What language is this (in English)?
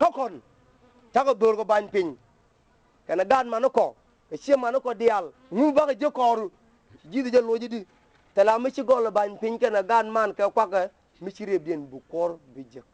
Nuer